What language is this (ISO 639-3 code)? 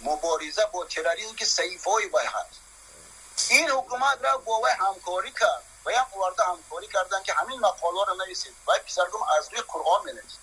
tgk